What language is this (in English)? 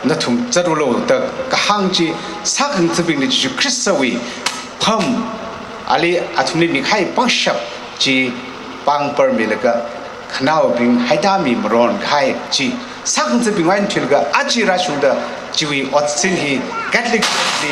Tangkhul Naga (India)